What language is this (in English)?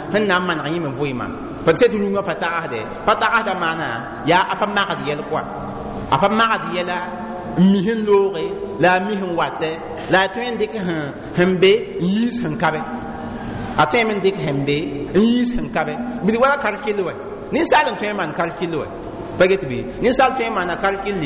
Mossi